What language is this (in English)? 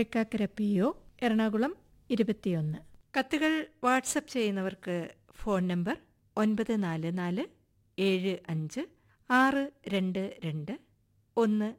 Malayalam